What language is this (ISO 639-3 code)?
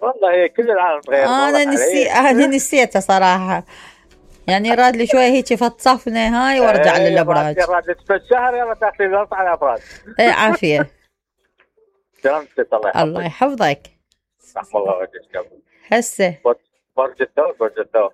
acm